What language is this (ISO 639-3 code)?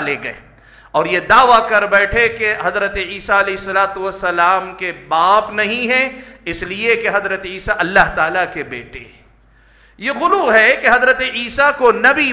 urd